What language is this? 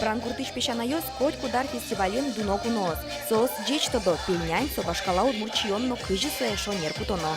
Udmurt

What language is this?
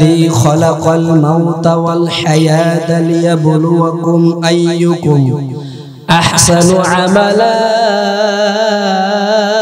Bangla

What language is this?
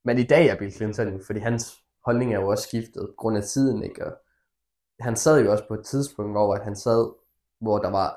Danish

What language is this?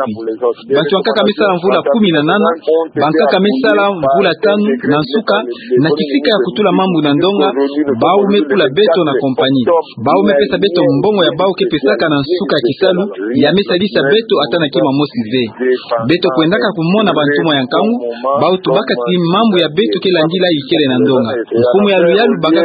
Kituba (Democratic Republic of Congo)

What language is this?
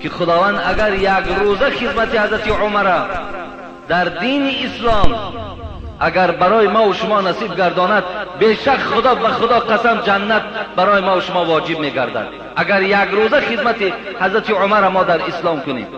Tajik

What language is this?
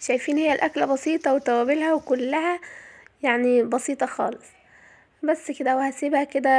Egyptian Arabic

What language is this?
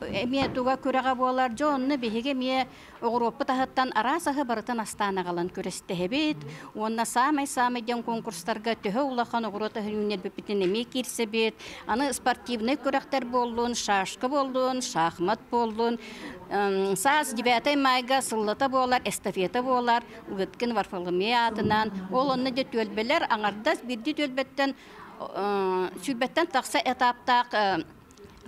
Yakut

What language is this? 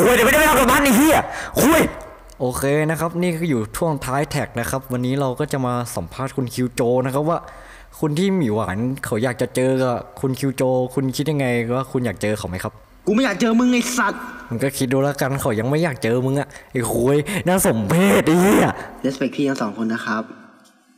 Thai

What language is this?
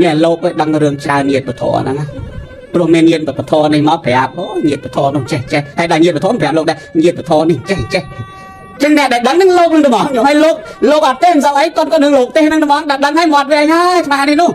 Khmer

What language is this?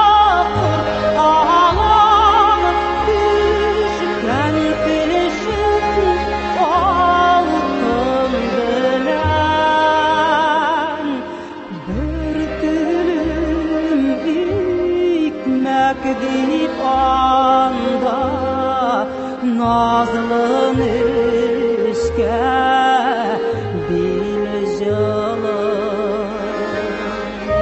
Tatar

